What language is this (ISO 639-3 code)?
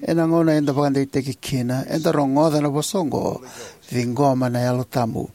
fij